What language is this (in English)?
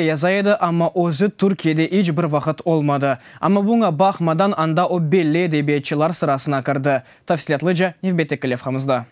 Crimean Tatar